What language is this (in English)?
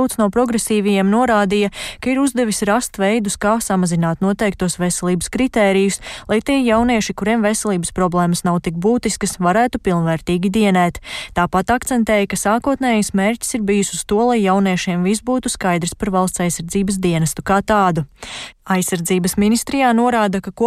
Latvian